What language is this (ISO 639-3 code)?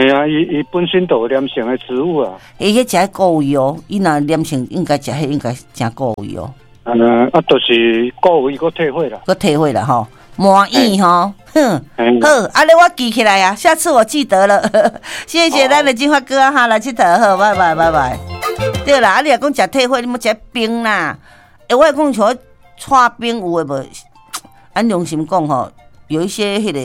nan